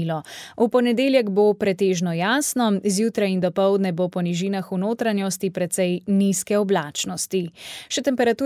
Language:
Slovenian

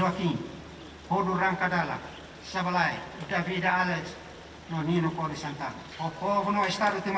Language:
Tetum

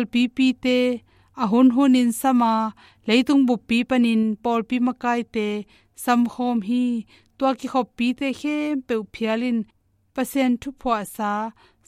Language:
Tedim Chin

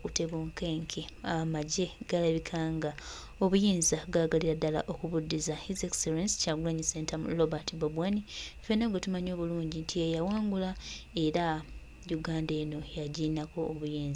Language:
Ganda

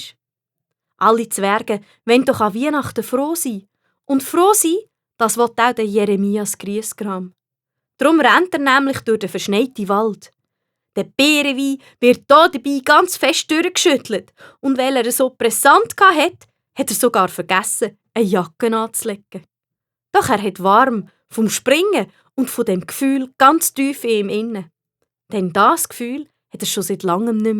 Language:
Swiss German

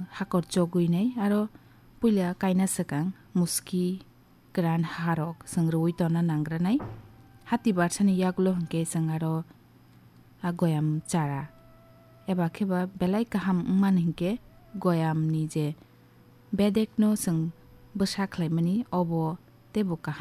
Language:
Kok Borok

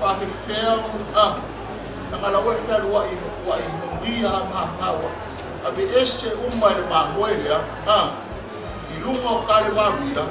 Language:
Samoan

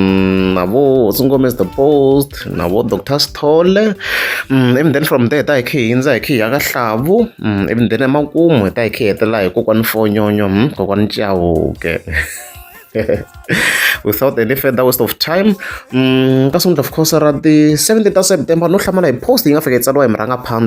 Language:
Tsonga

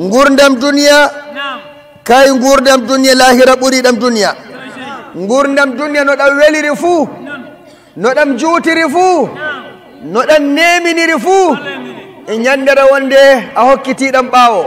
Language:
Nigerian Fulfulde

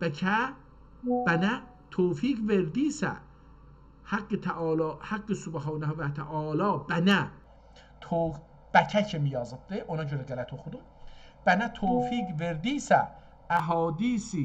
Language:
South Azerbaijani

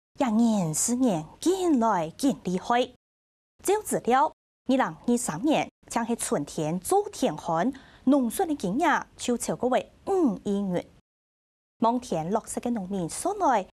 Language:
Hakka Chinese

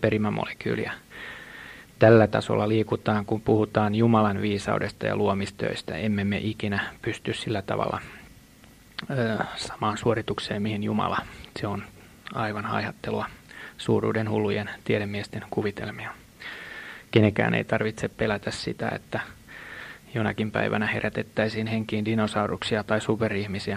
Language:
Finnish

